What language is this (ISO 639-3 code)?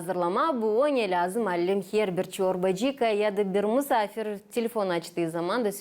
gag